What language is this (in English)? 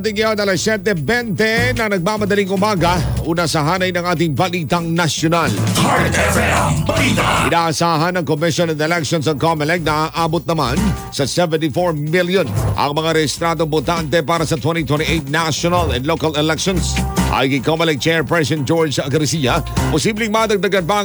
Filipino